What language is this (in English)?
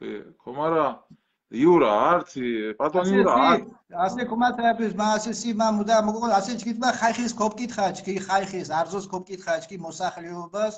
Mingrelian